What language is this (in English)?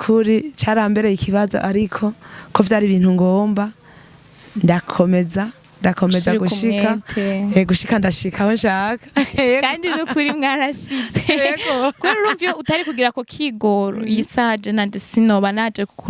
Rundi